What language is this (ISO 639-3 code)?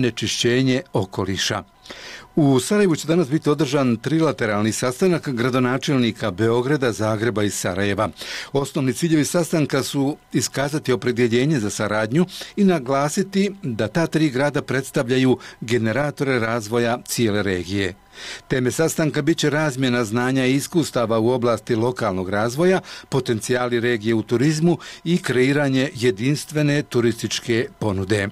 bos